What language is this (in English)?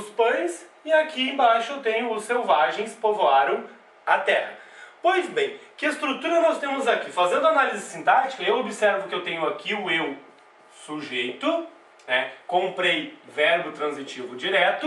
Portuguese